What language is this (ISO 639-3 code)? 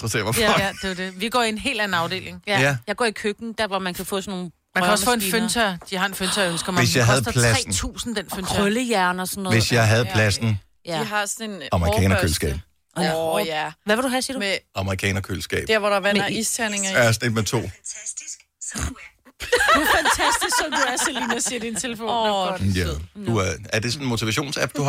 dan